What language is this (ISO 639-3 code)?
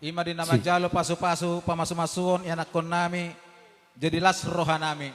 bbc